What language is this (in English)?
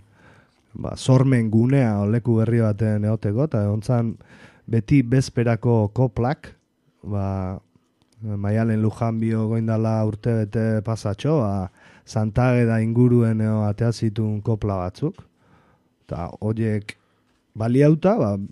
Basque